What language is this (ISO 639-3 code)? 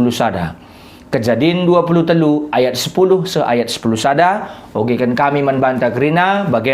btx